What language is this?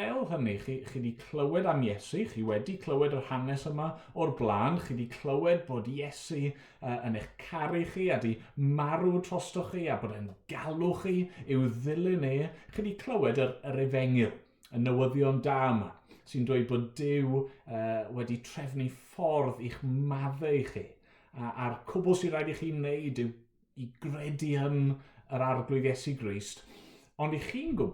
Welsh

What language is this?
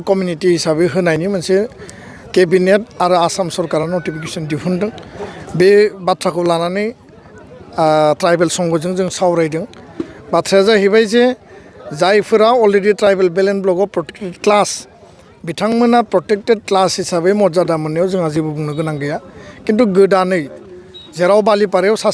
Bodo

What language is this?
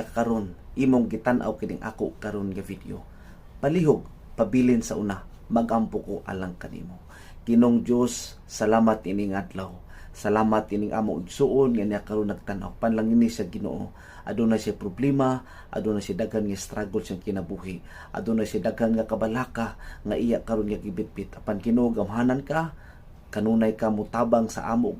Cebuano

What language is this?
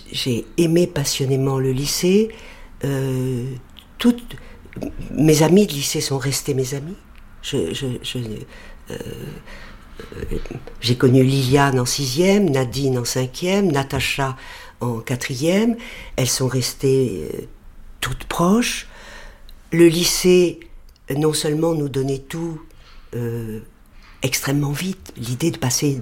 French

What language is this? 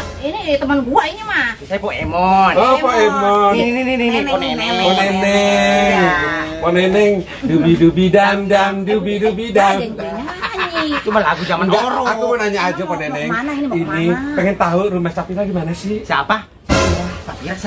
Betawi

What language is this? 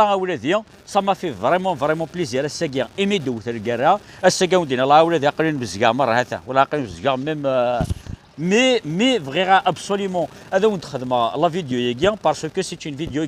Kabyle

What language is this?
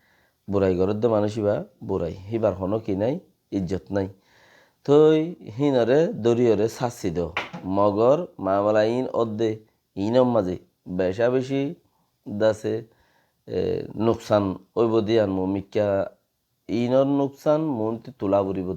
Rohingya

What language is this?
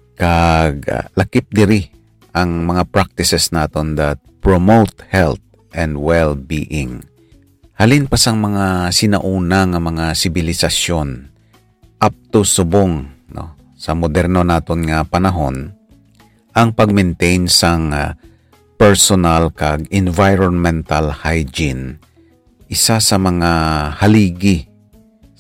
Hiligaynon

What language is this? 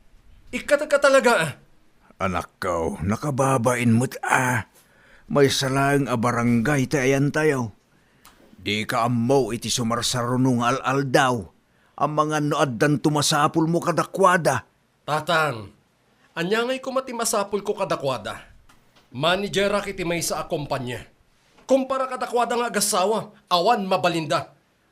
Iloko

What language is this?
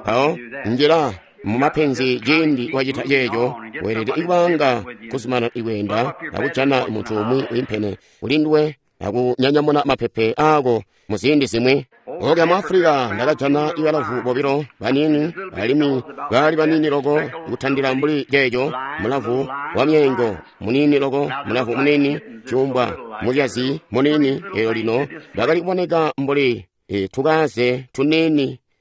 Tonga (Zambia)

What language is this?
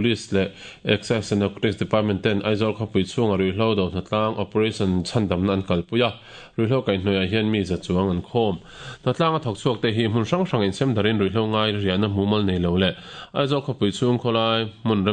Mizo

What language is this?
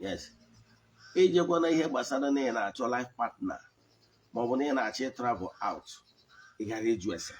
Igbo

